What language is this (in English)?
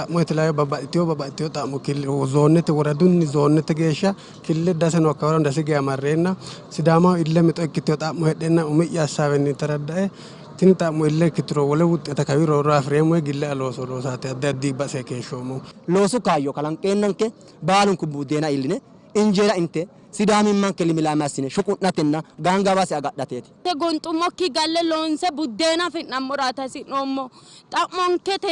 Sidamo